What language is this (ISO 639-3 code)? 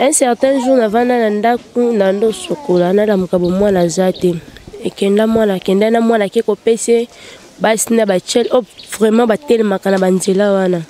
lin